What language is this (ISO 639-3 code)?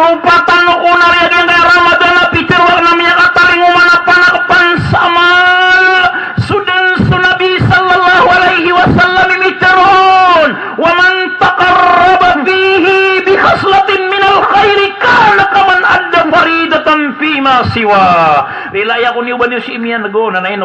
mrw